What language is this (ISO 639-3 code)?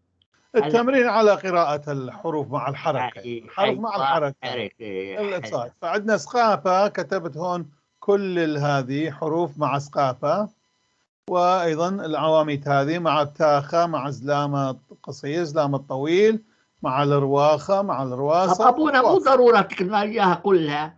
apc